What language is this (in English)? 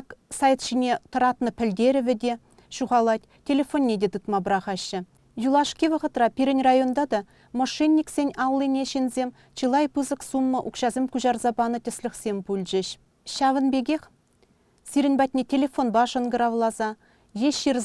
Chuvash